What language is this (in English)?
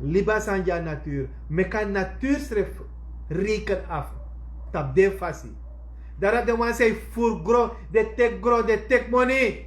Sranan Tongo